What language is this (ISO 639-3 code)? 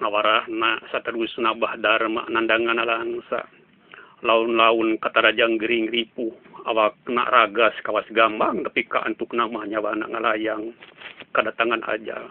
sun